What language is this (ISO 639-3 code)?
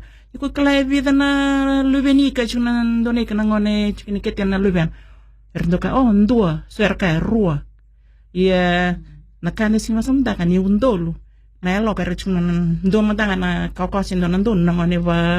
fij